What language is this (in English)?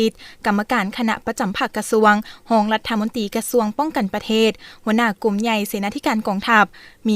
Lao